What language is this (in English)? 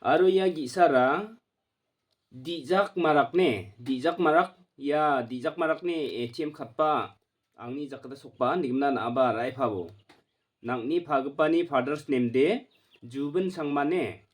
Garo